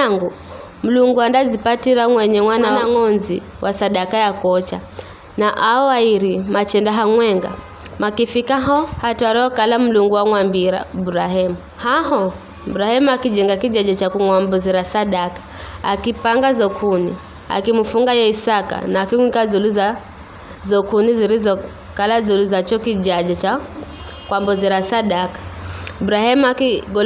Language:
Giryama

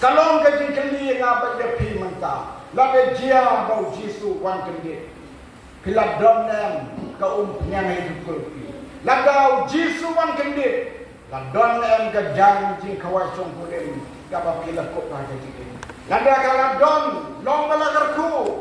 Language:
Khasi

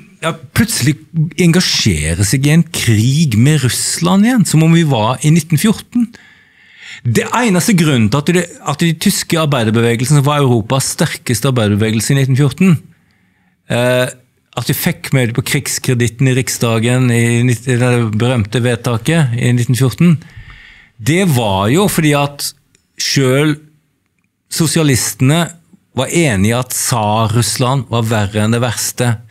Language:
Norwegian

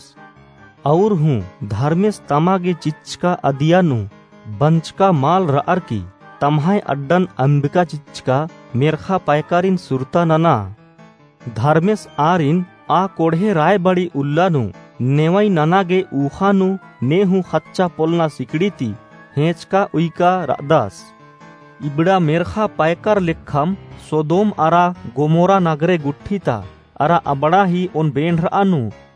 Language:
Kurukh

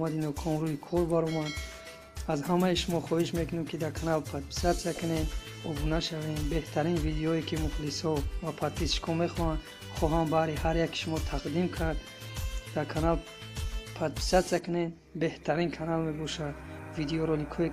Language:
Tajik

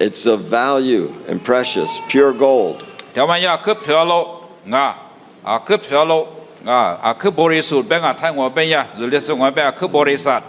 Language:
Lisu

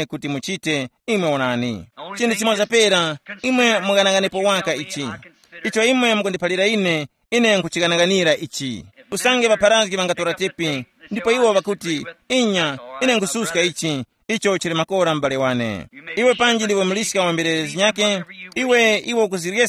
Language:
Tumbuka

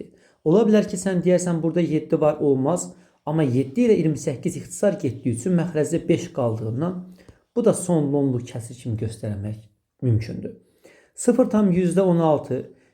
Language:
Azerbaijani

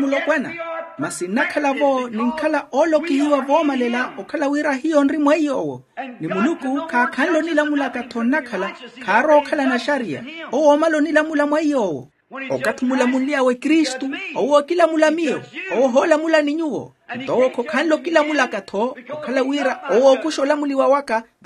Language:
Makhuwa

